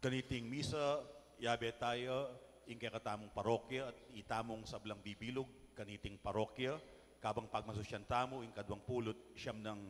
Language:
Pampanga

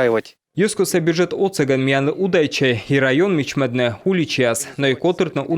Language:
Komi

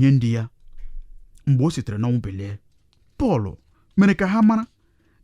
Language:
Igbo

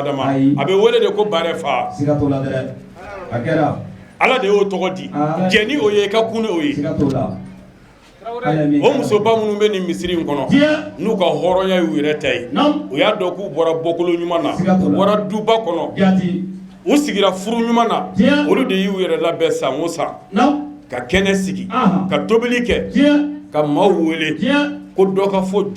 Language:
Bambara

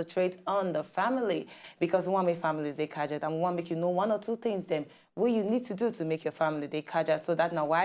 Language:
Nigerian Pidgin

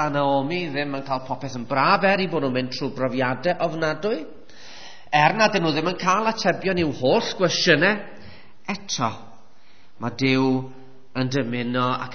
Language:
Welsh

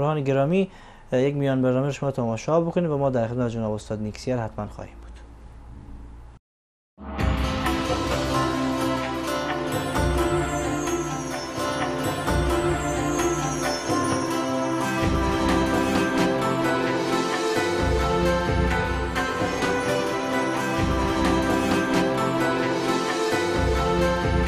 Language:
Persian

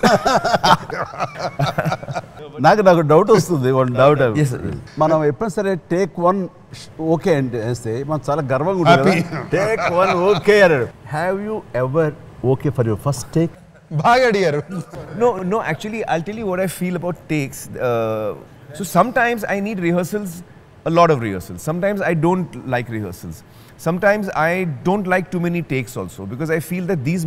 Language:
Telugu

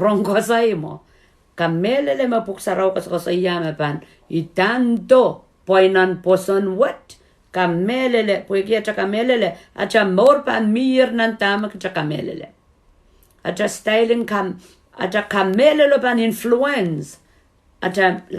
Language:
Pohnpeian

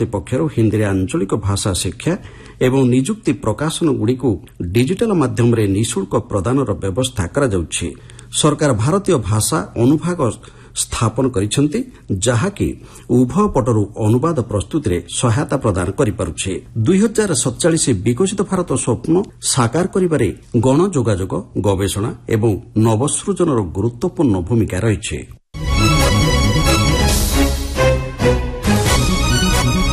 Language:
Odia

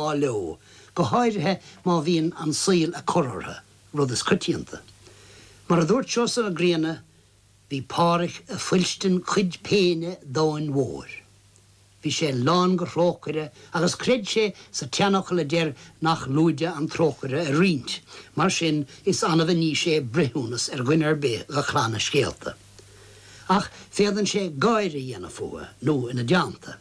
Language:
Irish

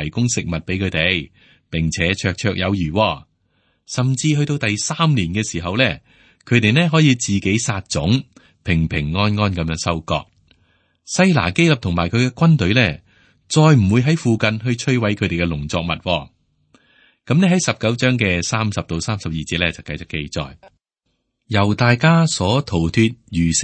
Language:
Cantonese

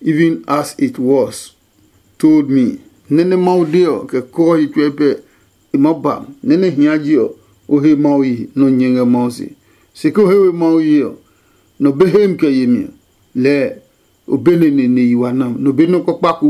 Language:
Adangme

